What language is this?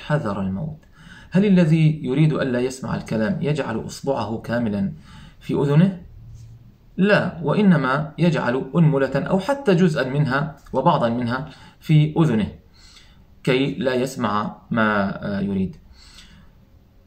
Arabic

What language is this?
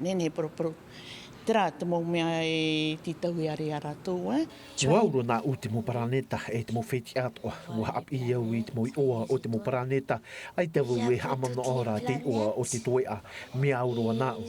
Tahitian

